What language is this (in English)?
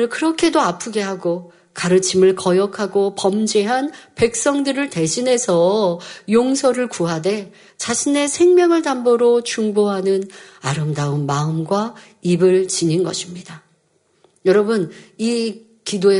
Korean